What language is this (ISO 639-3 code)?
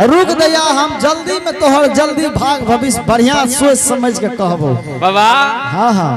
anp